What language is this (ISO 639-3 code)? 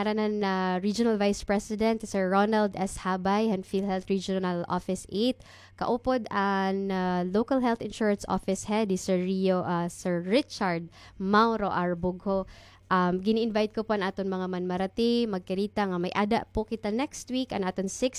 war